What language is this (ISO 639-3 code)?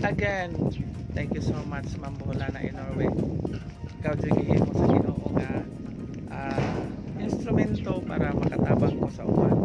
ceb